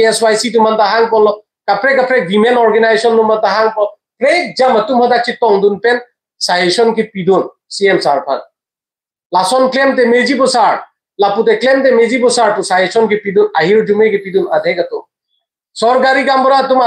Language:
Karbi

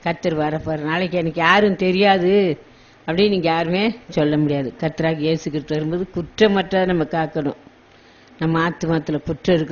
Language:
Tamil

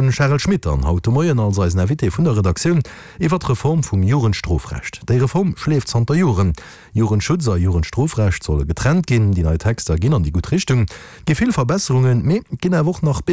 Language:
Luxembourgish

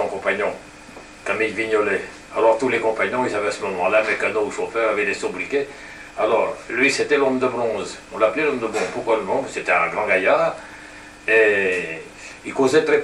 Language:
French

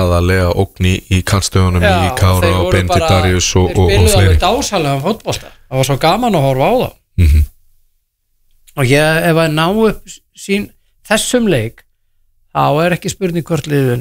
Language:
Icelandic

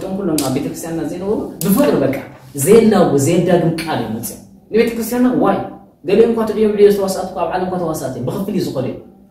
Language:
Tigrinya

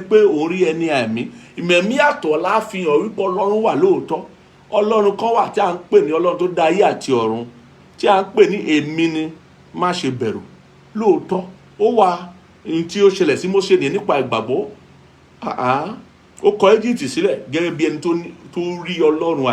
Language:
Yoruba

